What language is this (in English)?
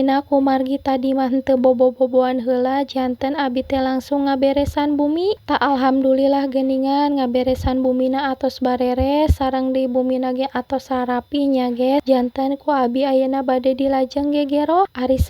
Sundanese